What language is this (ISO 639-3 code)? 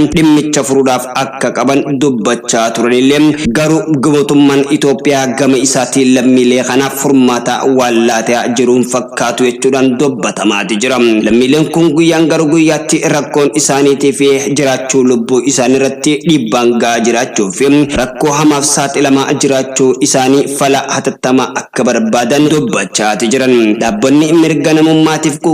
orm